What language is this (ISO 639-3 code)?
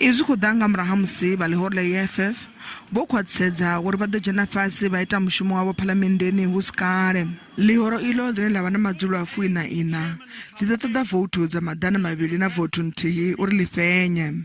ven